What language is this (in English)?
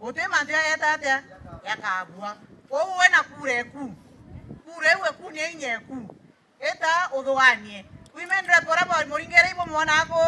Meru